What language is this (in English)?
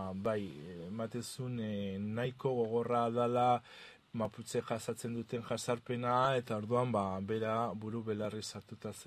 Basque